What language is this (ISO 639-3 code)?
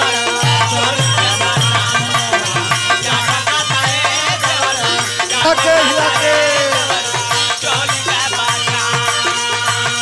bho